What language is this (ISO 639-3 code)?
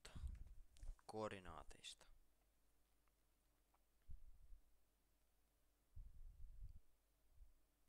fin